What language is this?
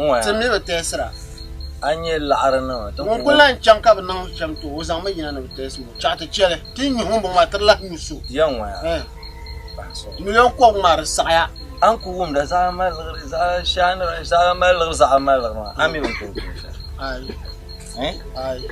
Dagbani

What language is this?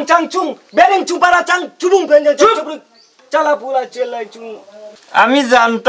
Sylheti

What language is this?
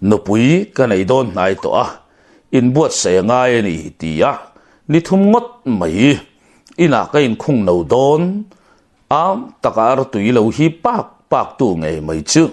Mizo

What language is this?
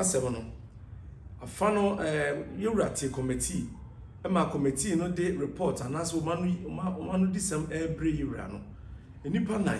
Akan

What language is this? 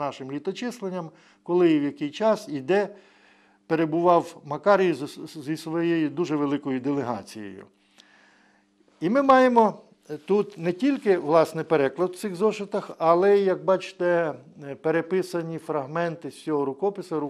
Ukrainian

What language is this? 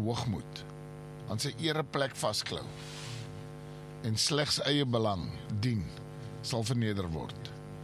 Afrikaans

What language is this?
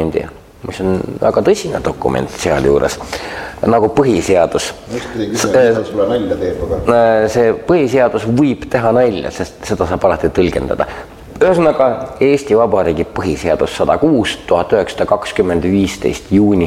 Estonian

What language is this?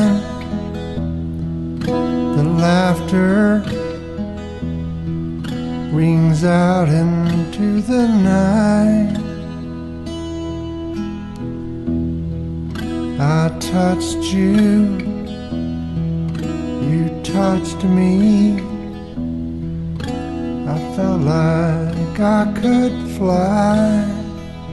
English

